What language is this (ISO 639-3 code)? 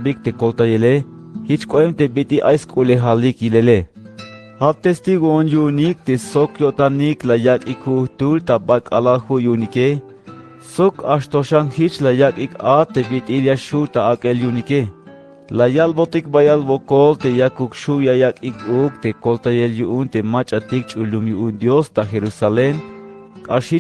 tzh